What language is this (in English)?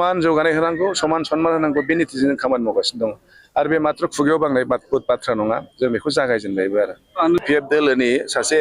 Bodo